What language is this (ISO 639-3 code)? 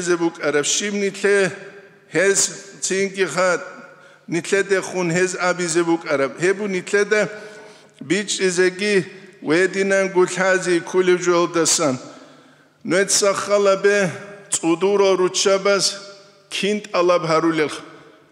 ava